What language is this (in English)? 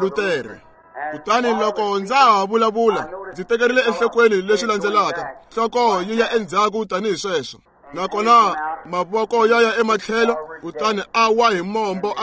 Tsonga